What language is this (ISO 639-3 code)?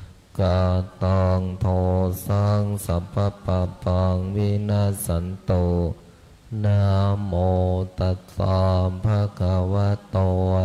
pli